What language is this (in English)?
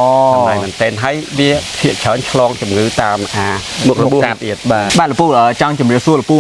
Khmer